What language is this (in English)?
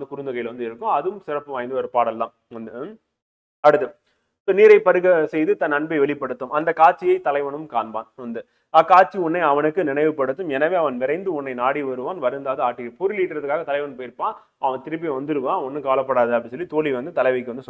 Tamil